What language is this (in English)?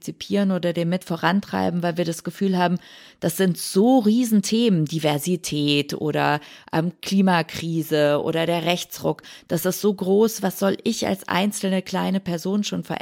German